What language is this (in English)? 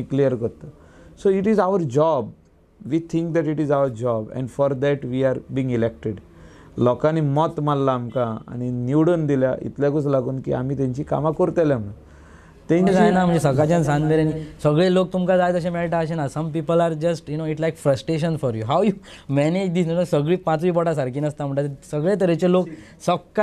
Konkani